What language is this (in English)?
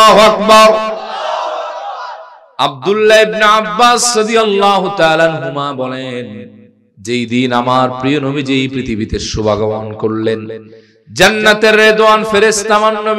Bangla